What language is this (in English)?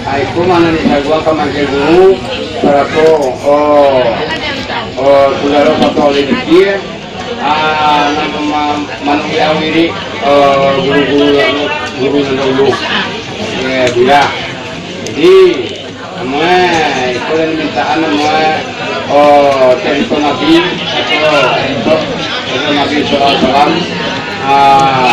Minangkabau